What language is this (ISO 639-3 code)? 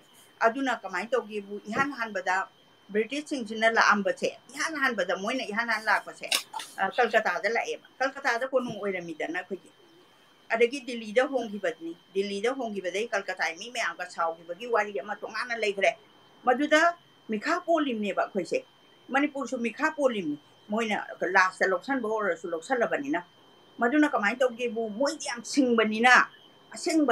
mni